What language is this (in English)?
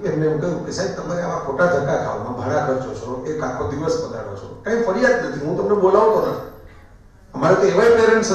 Gujarati